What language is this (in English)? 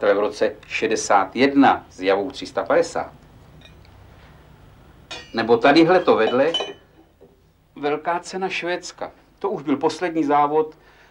Czech